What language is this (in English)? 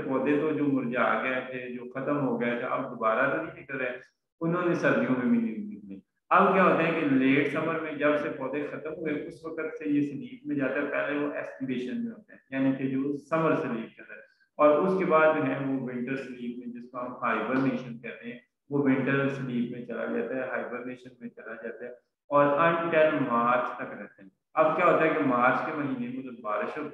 Hindi